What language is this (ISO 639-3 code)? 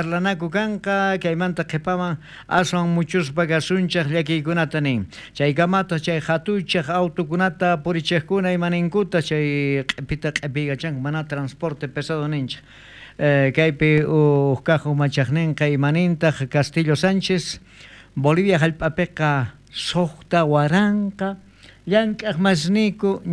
quh